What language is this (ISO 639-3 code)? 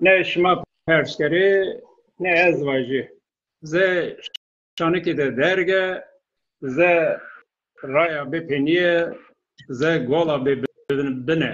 zza